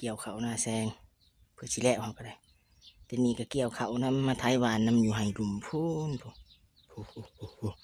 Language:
Lao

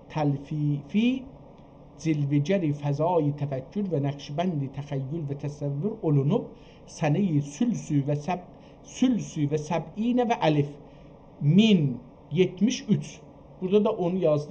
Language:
South Azerbaijani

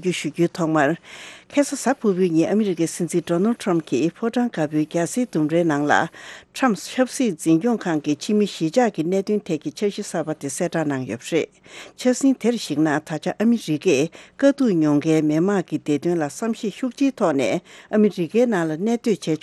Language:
Tibetan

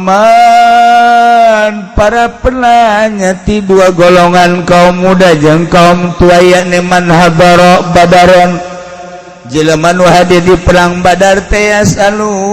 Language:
Sundanese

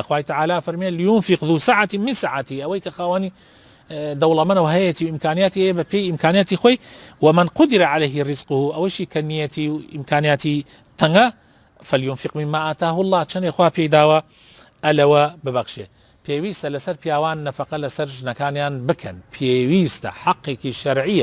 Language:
Central Kurdish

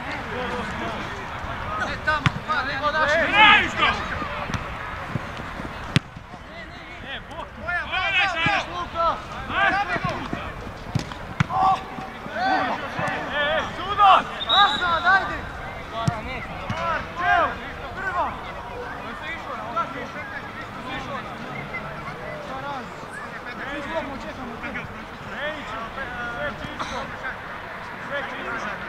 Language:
Croatian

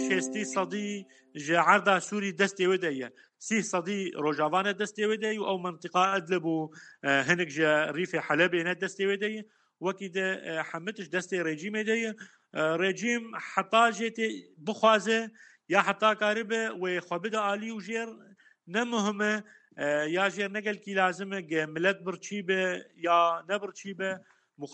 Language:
Kurdish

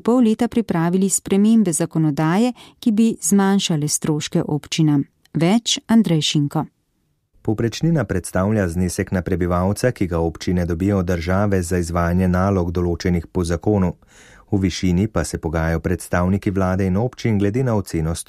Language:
Slovenian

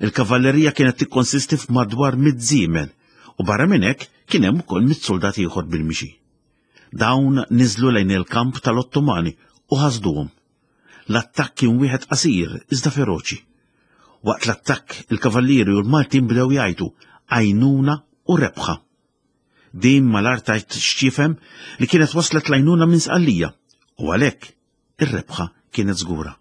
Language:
Maltese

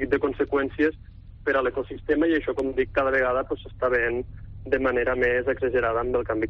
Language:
Catalan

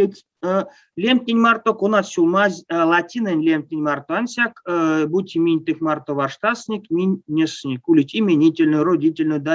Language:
Erzya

